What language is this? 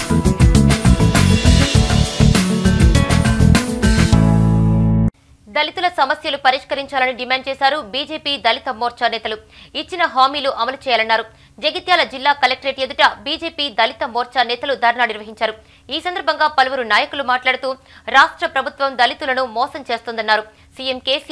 Telugu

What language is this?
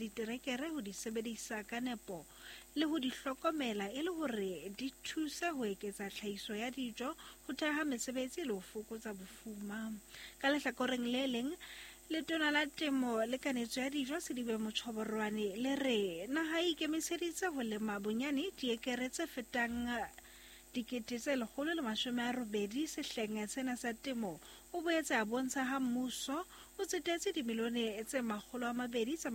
Southern Sotho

